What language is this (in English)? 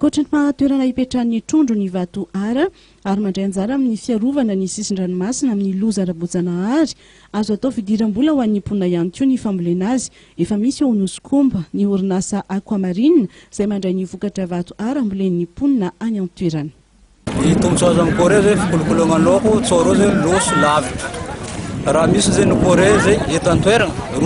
Malagasy